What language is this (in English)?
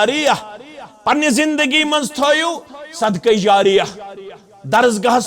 Kashmiri